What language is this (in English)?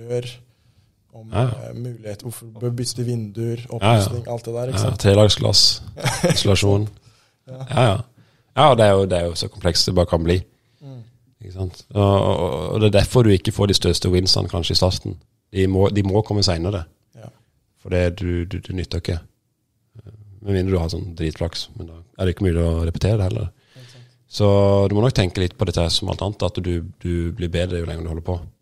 Norwegian